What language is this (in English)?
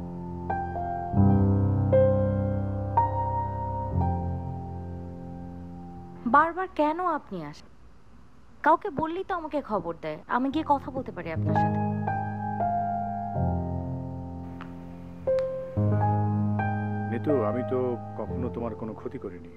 Bangla